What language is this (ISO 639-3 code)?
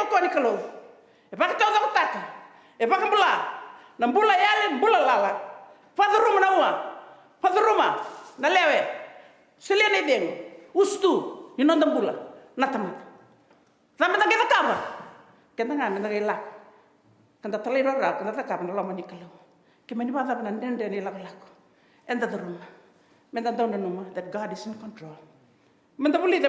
fij